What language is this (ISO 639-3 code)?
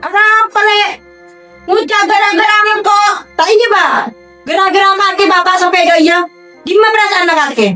mad